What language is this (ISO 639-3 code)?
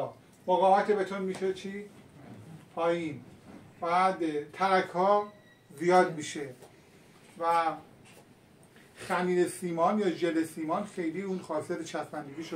fas